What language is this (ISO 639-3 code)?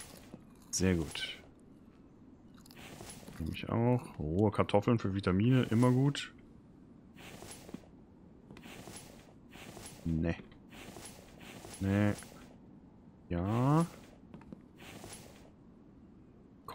deu